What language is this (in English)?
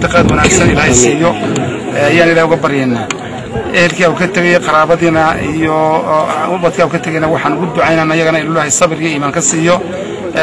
Somali